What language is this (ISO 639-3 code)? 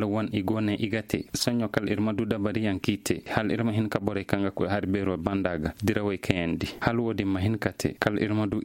ses